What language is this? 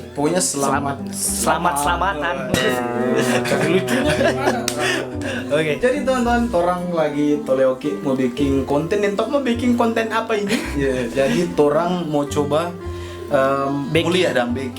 Manado Malay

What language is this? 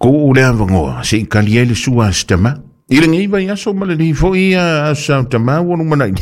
Samoan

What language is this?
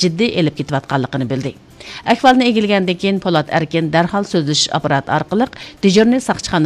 Uyghur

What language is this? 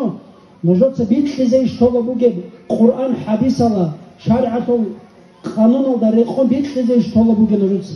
Avaric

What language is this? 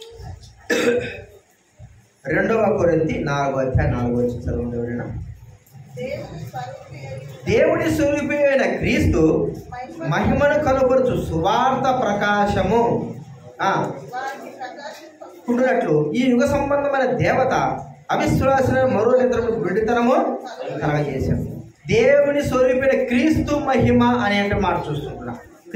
Telugu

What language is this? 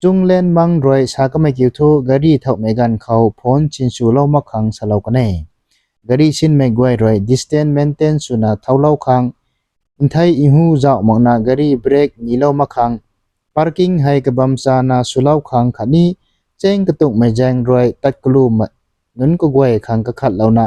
Rongmei Naga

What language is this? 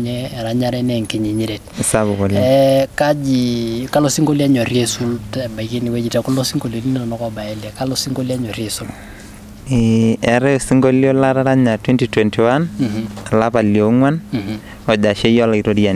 Masai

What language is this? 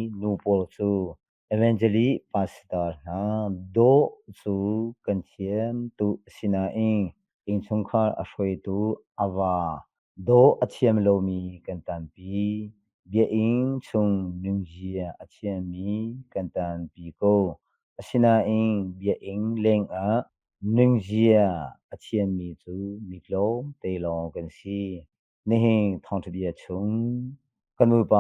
Hakha Chin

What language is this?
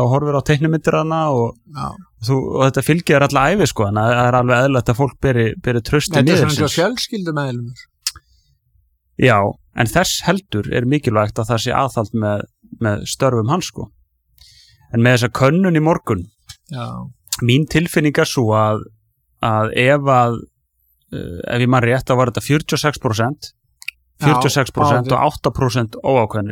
Icelandic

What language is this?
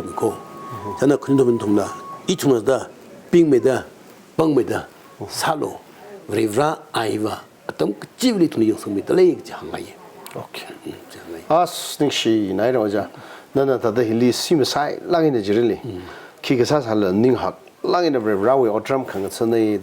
Tangkhul Naga (India)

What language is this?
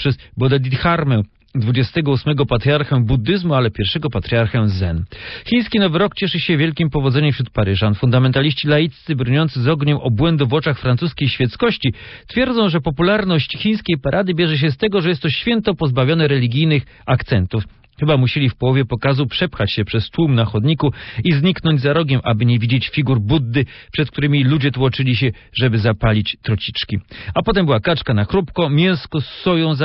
Polish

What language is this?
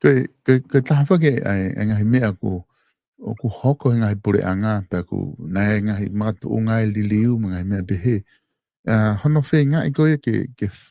Tongan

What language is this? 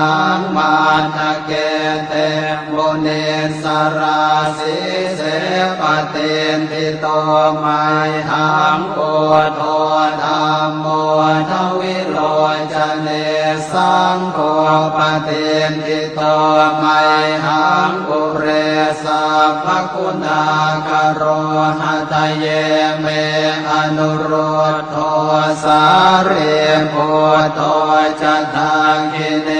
Pali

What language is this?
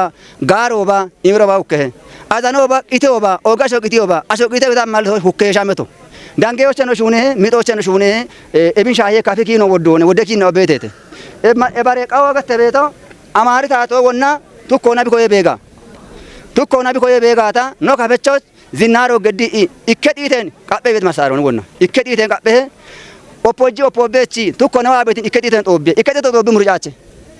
Kafa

